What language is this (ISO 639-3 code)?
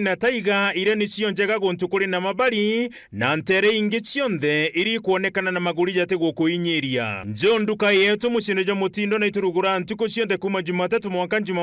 mer